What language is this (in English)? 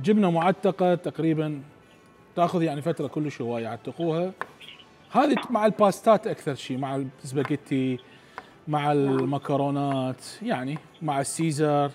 Mesopotamian Arabic